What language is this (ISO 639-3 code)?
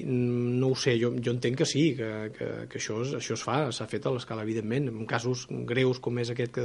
cat